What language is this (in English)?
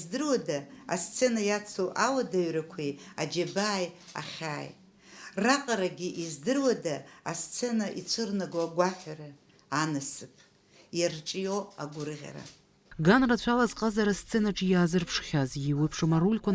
Abkhazian